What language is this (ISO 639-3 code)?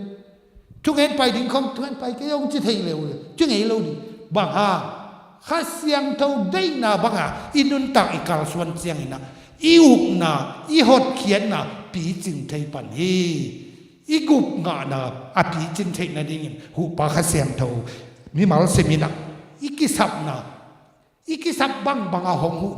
ctd